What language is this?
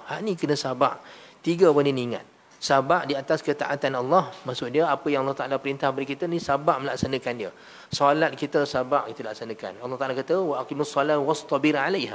Malay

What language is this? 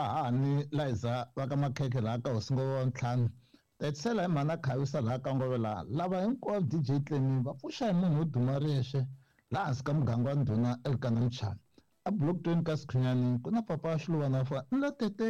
Tsonga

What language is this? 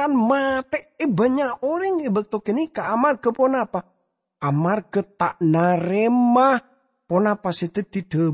Madurese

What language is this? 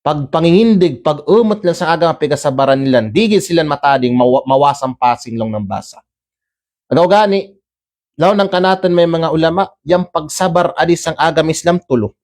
Kalagan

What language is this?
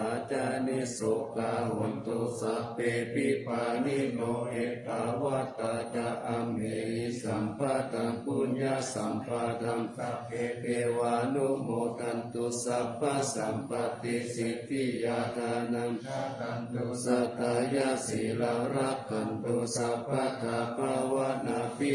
Pali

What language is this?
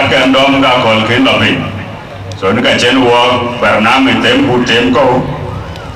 Dinka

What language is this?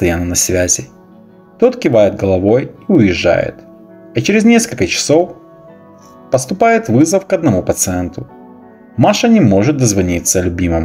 Russian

